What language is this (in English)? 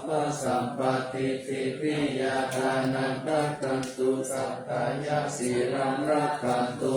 Pali